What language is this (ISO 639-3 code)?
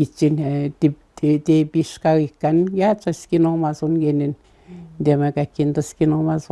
atj